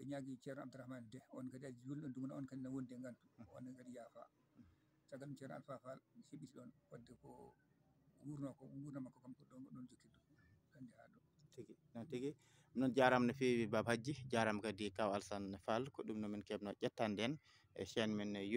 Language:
Fula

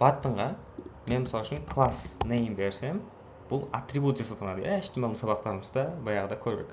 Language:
Kara-Kalpak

